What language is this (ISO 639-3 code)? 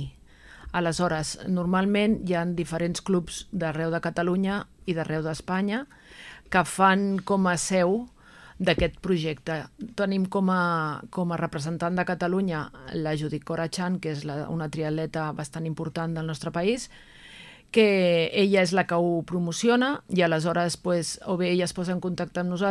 cat